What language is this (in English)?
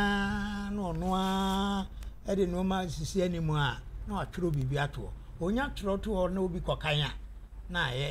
Akan